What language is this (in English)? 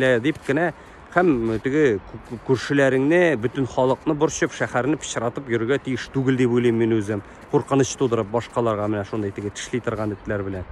Tatar